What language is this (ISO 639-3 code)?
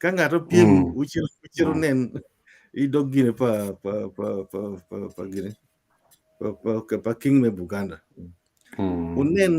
ach